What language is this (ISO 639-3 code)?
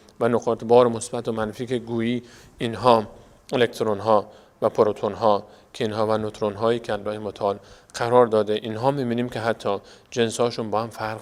fas